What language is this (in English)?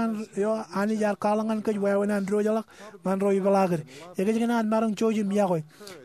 Marshallese